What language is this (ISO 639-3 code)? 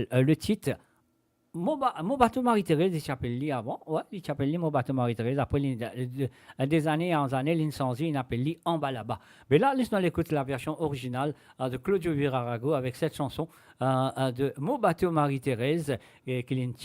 mfe